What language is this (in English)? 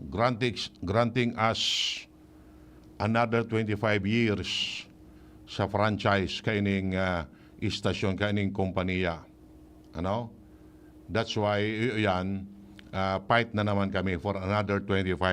Bikol